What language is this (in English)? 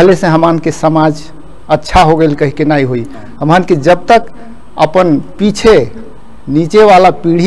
Bhojpuri